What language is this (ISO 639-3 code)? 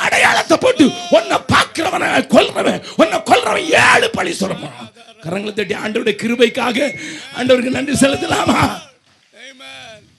tam